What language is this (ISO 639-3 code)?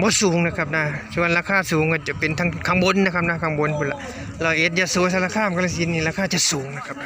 tts